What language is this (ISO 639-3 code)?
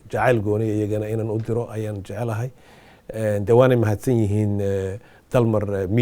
som